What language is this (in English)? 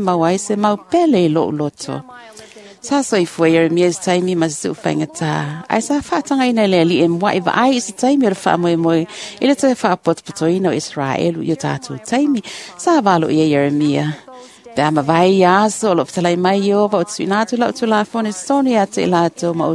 Samoan